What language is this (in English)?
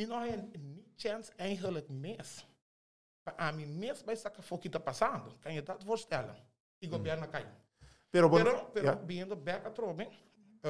Papiamento